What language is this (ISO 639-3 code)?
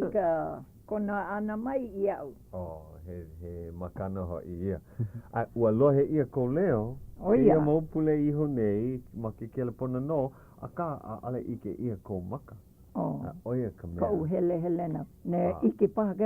haw